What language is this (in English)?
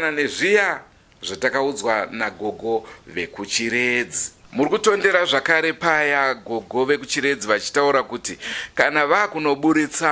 Shona